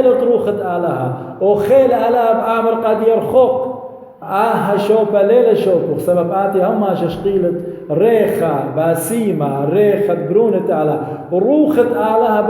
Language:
Assyrian Neo-Aramaic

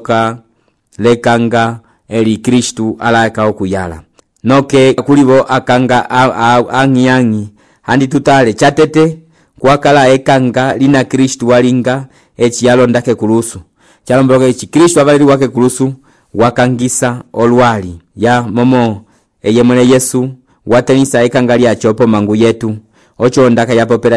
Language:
Umbundu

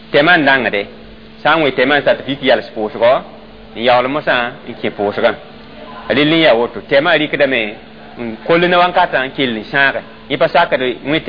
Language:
Mossi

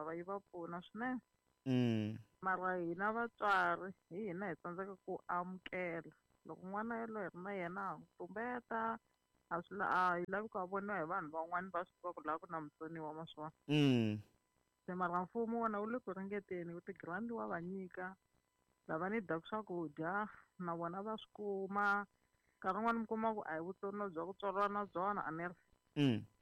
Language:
Tsonga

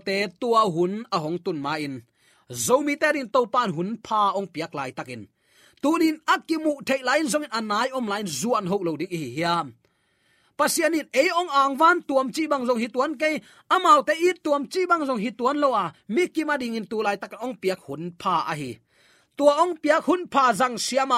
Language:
Tedim Chin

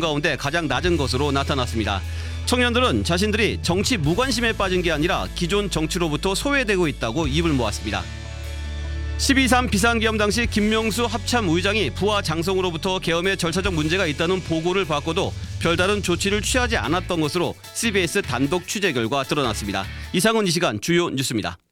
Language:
Korean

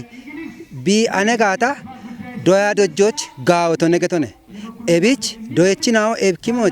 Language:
Kafa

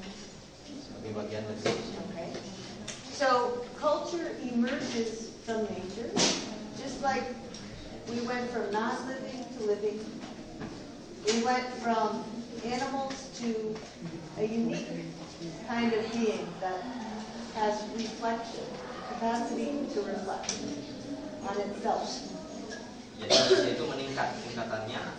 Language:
Indonesian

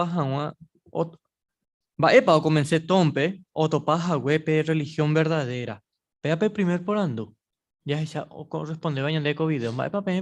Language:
Guarani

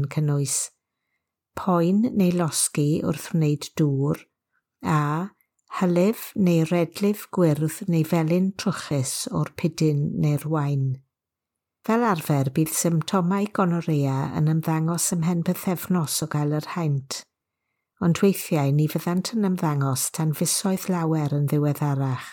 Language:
Welsh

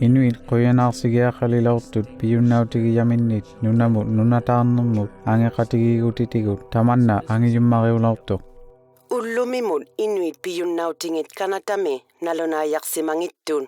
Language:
Inuktitut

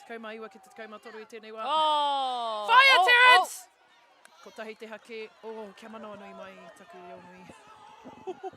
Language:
Māori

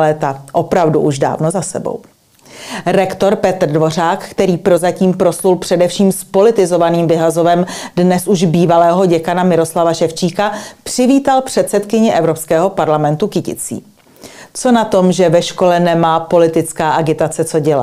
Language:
Czech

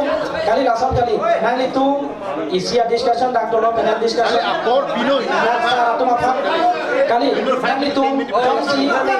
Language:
Karbi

